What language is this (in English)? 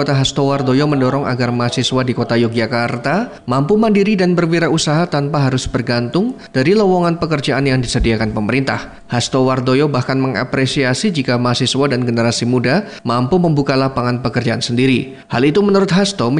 Indonesian